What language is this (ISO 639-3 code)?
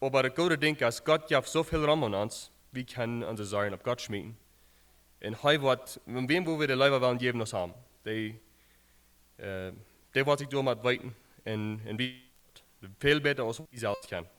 pdt